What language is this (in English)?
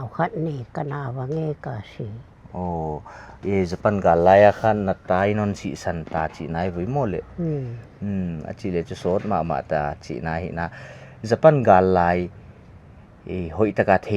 Paite Chin